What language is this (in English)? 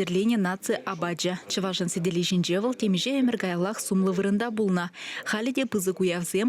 Chuvash